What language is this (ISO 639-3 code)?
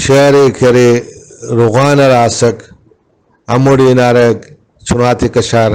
brh